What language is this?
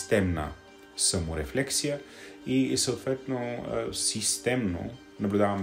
Bulgarian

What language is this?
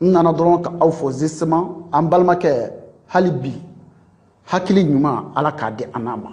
Bambara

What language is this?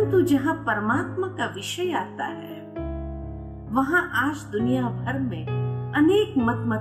Hindi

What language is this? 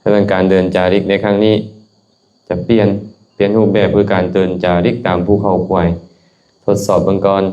Lao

